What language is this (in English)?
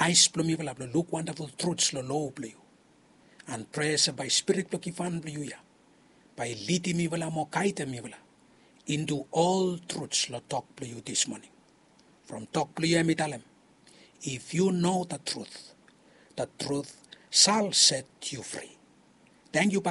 Bislama